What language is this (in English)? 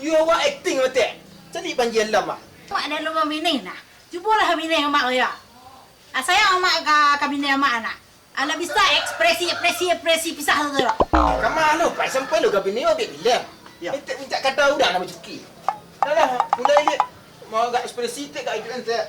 Minangkabau